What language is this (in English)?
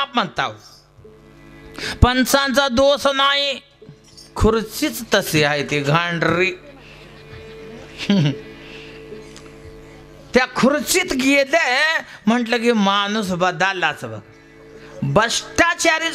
Marathi